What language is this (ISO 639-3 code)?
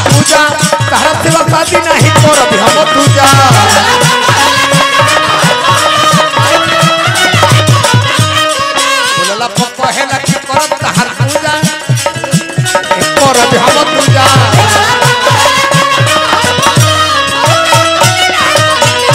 bho